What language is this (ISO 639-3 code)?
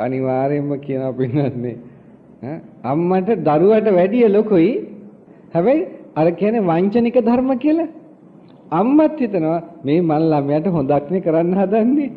sin